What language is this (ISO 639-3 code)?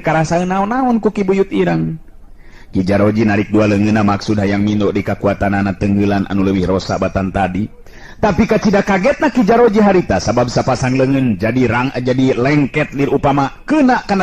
sun